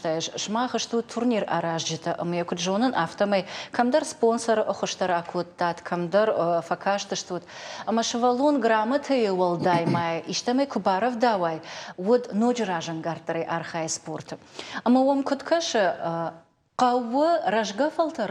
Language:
Ossetic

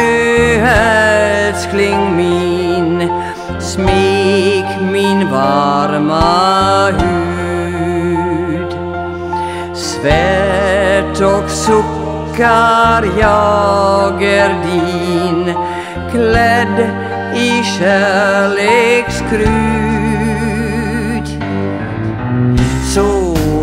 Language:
Swedish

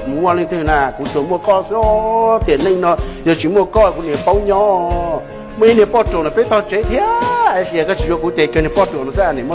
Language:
Hmong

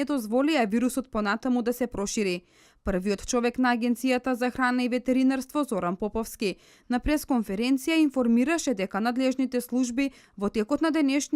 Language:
Macedonian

